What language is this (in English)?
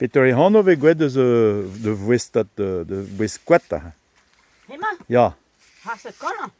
Breton